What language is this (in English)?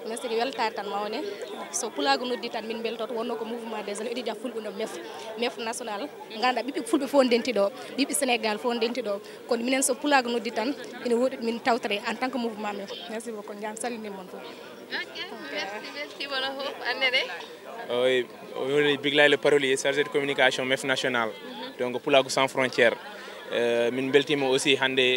Fula